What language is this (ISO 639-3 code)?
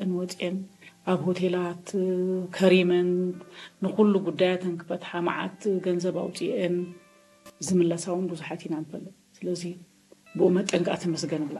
tir